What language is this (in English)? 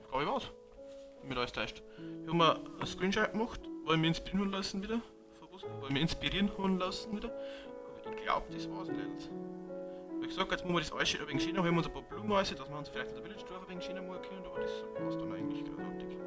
Bavarian